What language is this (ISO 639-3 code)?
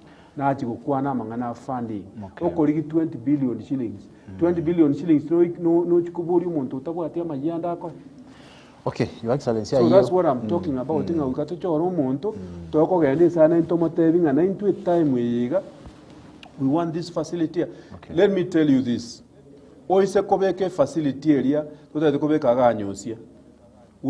guz